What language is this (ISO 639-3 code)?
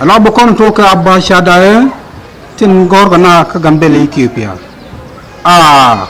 nus